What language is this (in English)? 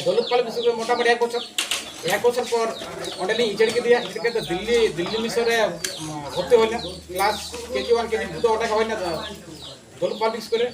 Santali